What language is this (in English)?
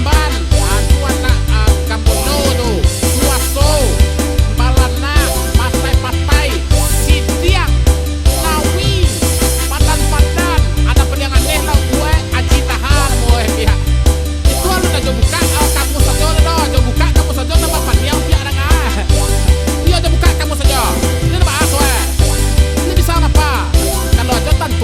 Minangkabau